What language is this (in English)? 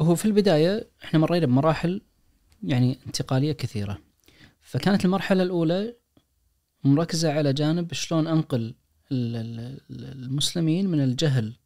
Najdi Arabic